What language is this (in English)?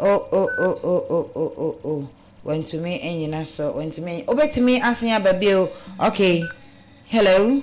Akan